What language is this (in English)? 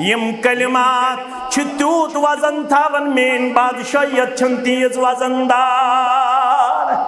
Kashmiri